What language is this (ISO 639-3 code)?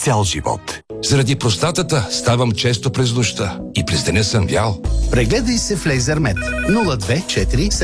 bul